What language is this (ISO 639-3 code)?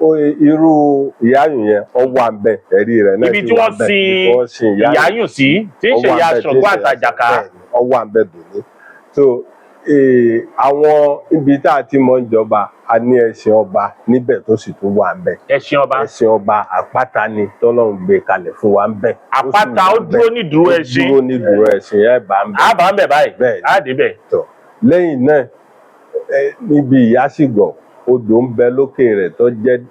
yor